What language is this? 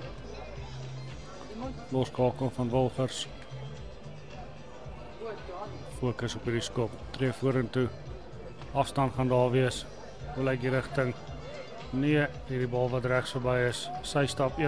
Afrikaans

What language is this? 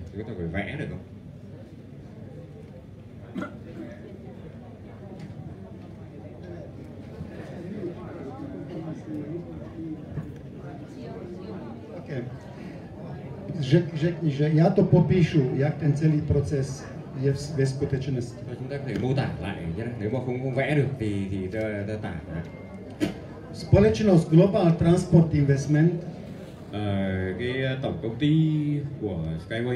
Vietnamese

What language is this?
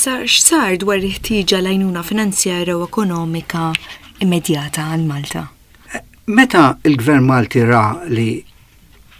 Maltese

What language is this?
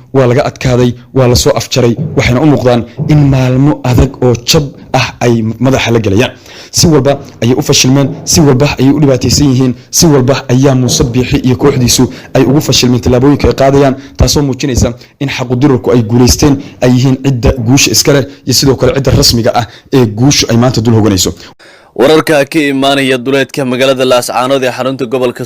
Somali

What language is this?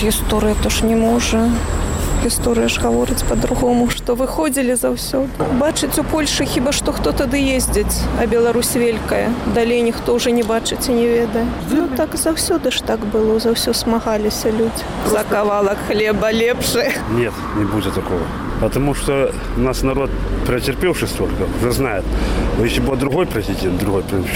Belarusian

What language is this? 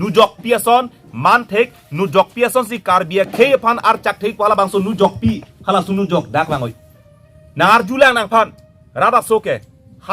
Karbi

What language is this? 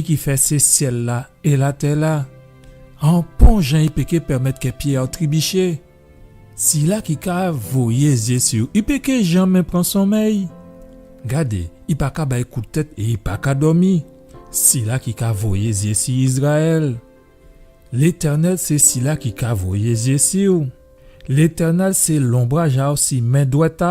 Guadeloupean Creole French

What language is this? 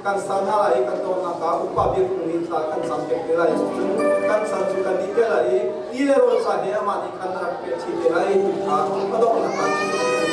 Hakha Chin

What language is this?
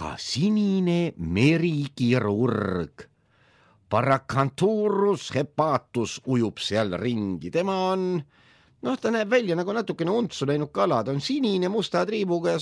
Estonian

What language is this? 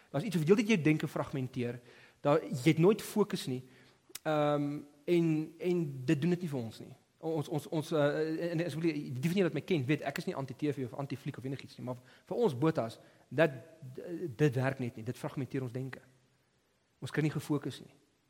Afrikaans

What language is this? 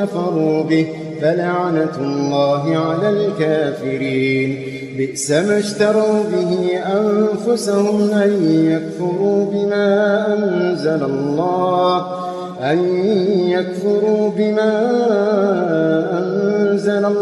Arabic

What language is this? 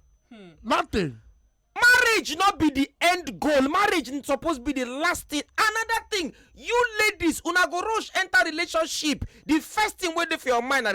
Nigerian Pidgin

